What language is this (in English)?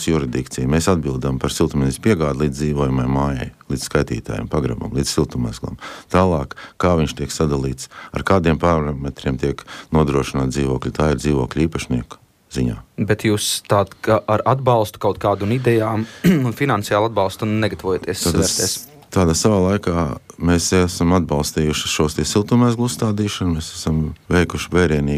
Latvian